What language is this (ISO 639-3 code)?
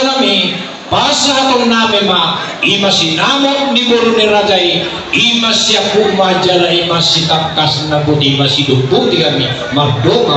bbc